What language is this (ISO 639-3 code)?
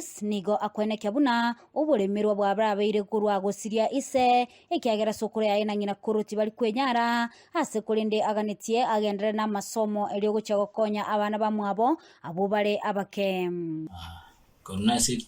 guz